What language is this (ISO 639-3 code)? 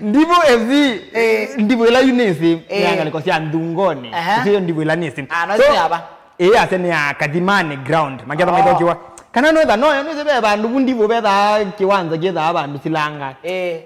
kam